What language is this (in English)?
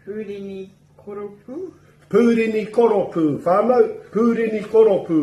Māori